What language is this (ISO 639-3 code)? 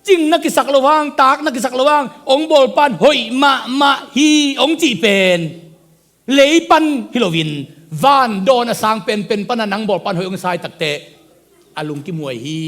ctd